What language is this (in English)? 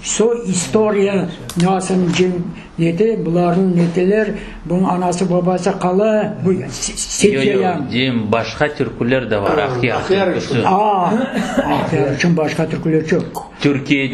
Crimean Tatar